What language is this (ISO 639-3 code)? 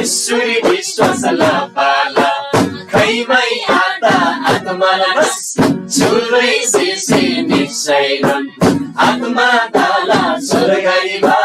taj